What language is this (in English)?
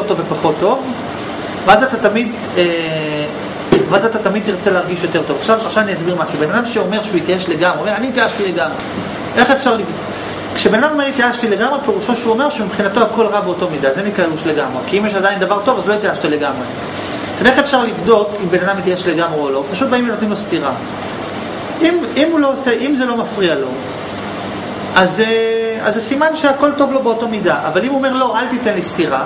Hebrew